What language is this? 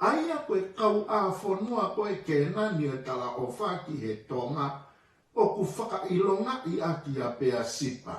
Tongan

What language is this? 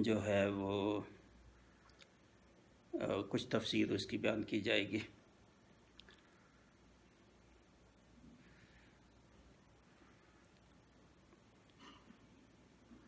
Urdu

